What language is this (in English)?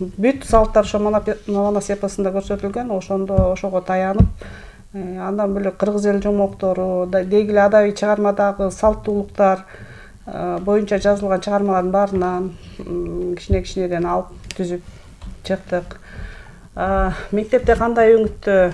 Kyrgyz